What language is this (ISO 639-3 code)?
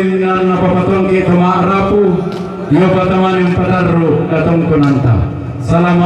sda